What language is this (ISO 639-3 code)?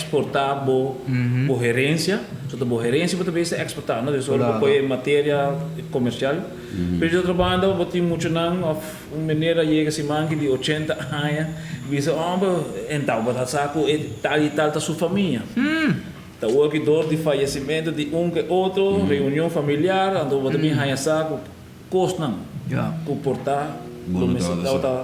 pap